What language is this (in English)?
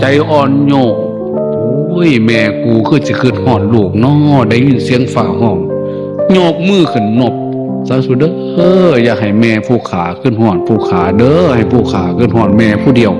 Northeastern Thai